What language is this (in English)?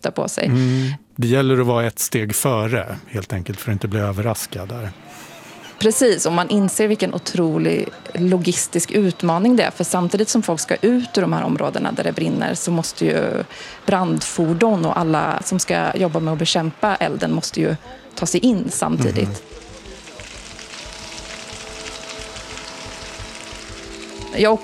Swedish